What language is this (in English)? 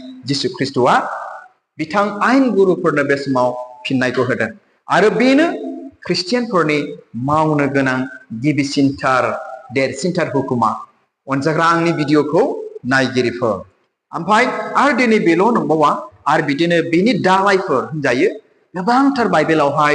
Bodo